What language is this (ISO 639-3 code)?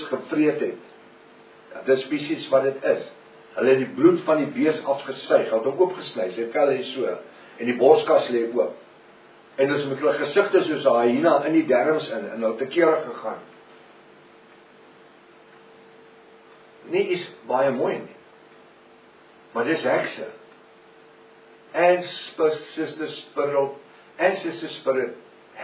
afr